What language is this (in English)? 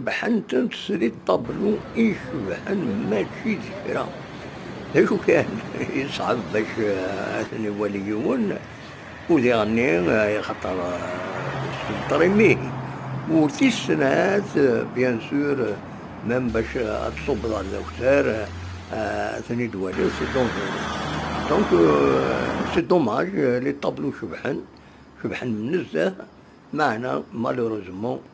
Kabyle